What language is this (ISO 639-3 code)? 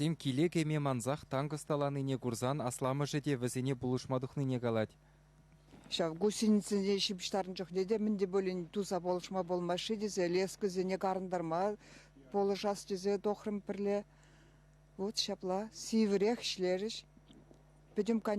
chv